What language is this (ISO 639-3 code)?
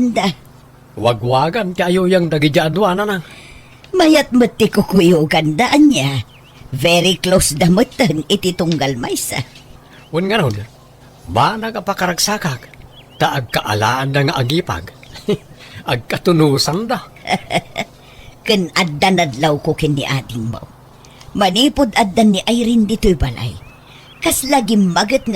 ilo